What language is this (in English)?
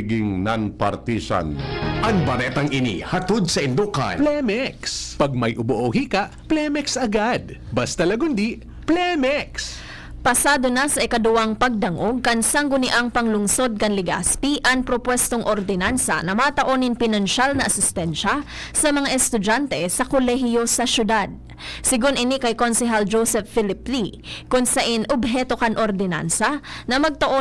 Bikol